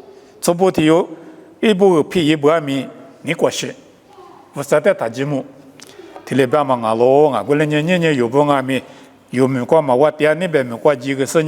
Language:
Lisu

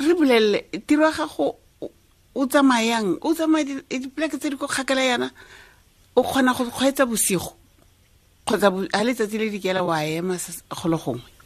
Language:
Tswana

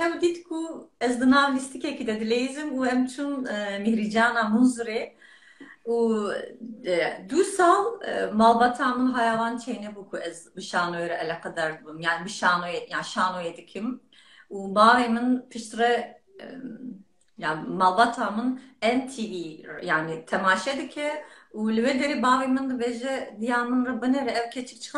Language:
Kurdish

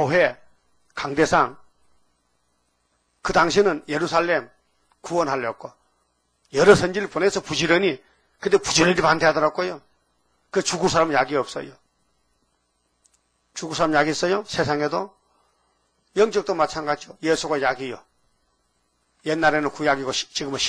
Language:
Korean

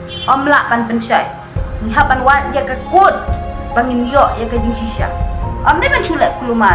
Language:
Khasi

